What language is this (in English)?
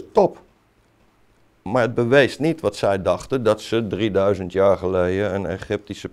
Dutch